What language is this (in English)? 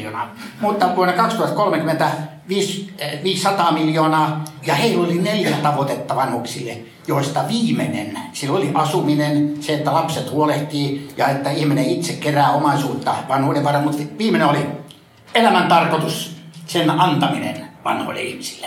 Finnish